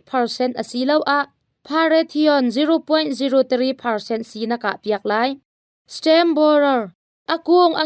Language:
Hakha Chin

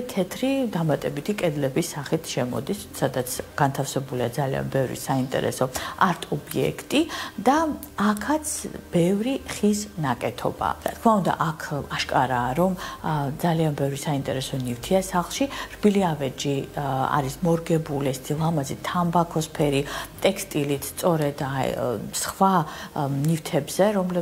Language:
Georgian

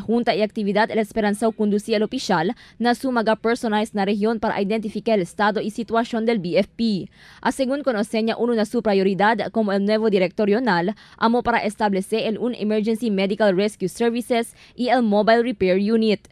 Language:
Chavacano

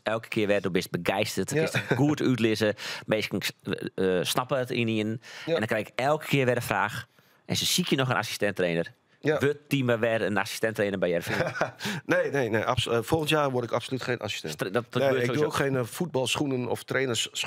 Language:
Western Frisian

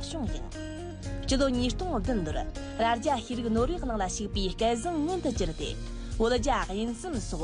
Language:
Amdo Tibetan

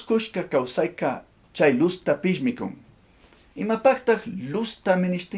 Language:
Chimborazo Highland Quichua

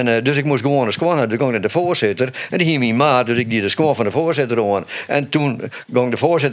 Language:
Western Frisian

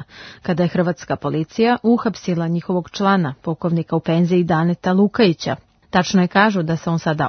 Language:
Serbian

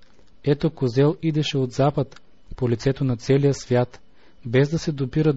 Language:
Bulgarian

